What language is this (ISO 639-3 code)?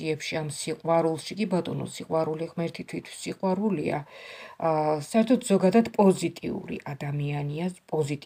kat